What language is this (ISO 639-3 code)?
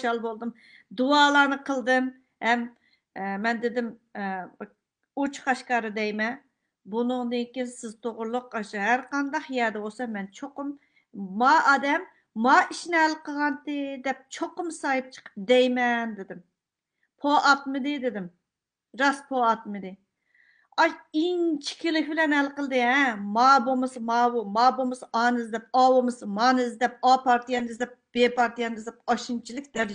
uig